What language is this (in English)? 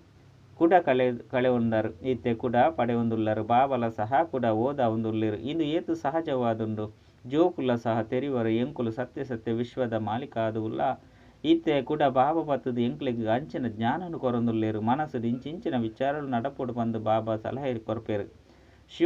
Tulu